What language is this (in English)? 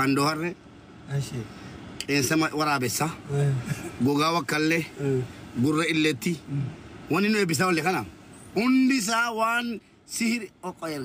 Oromo